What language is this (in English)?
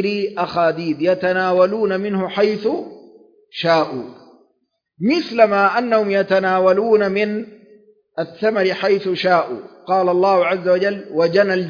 Arabic